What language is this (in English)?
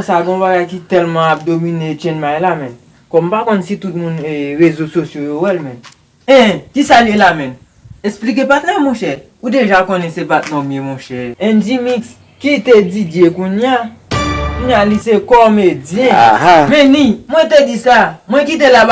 Haitian Creole